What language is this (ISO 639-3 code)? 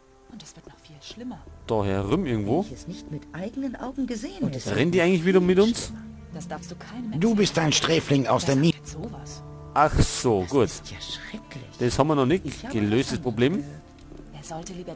bar